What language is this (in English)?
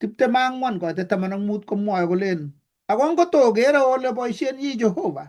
Kalenjin